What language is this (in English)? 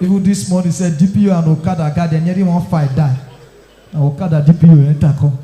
Nigerian Pidgin